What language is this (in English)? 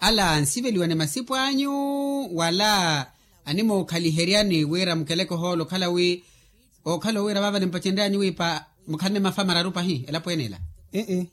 Makhuwa